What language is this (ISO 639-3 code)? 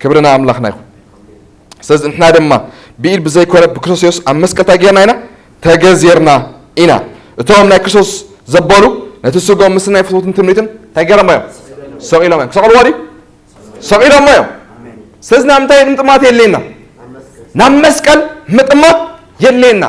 tir